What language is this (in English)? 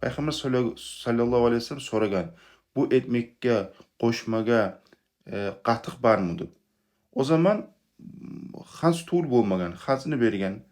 Kumyk